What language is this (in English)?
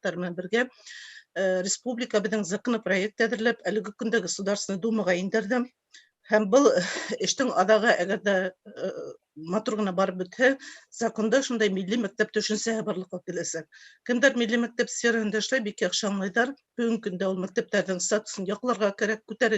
Bashkir